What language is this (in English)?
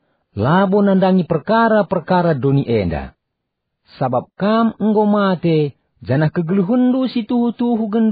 Batak Karo